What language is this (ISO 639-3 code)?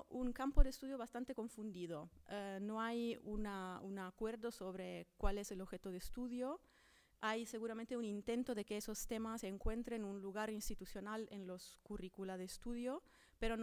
spa